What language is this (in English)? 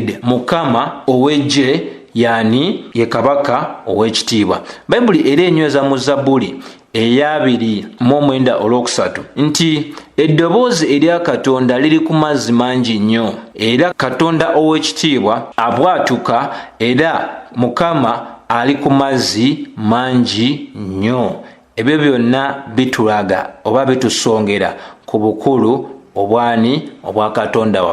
Ganda